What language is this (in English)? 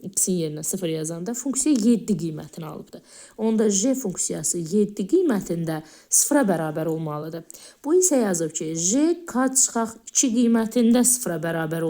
Azerbaijani